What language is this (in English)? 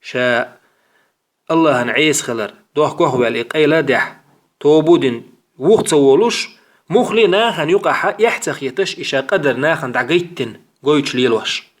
Chechen